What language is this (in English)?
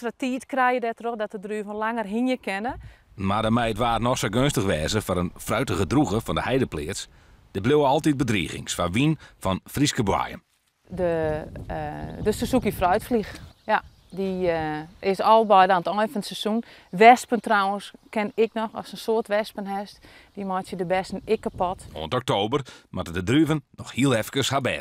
Western Frisian